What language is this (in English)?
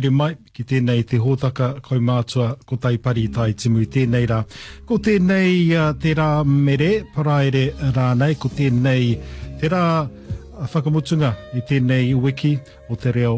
Māori